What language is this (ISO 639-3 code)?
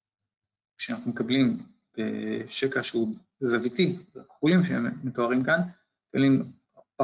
heb